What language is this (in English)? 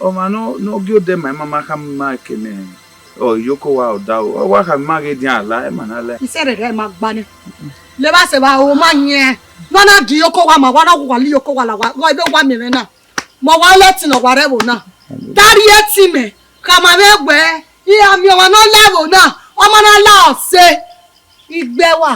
Bini